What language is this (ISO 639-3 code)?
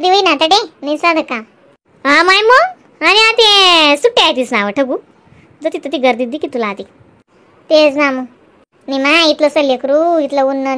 khn